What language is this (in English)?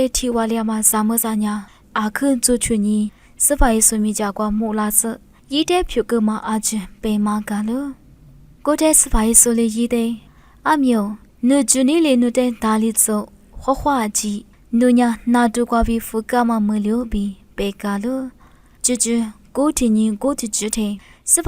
Lisu